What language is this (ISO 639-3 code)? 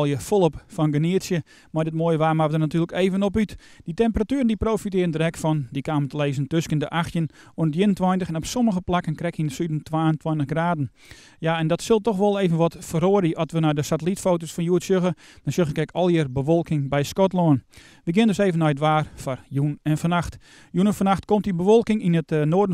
fry